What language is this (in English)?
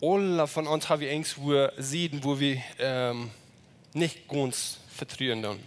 Plautdietsch